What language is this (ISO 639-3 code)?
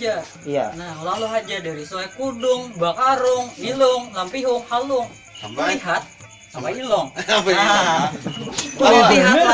bjn